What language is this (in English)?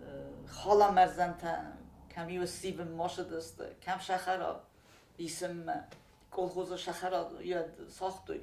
Ossetic